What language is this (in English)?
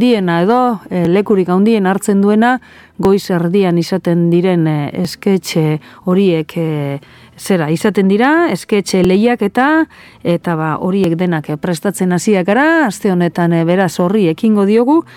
Basque